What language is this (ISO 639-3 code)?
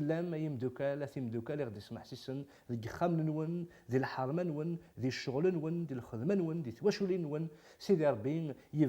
kab